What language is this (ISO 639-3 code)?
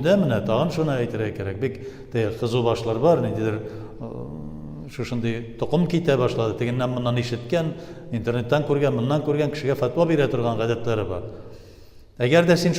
tat